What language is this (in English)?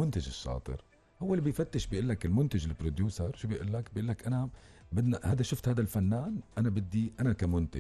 North Levantine Arabic